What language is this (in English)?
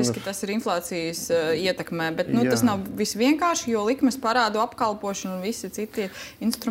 Latvian